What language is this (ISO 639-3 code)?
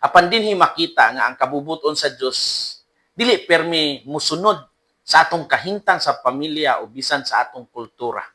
ceb